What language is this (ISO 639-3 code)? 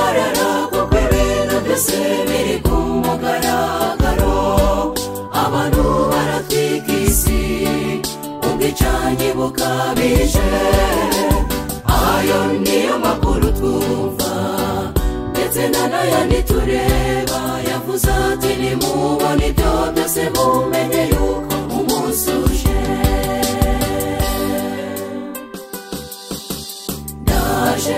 kin